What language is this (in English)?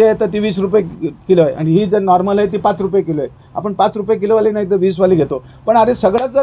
Marathi